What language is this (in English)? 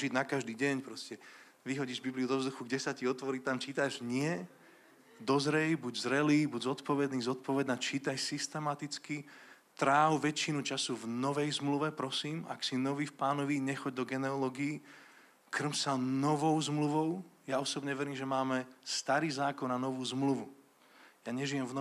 Slovak